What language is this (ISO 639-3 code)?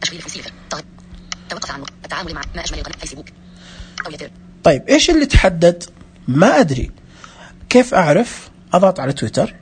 ars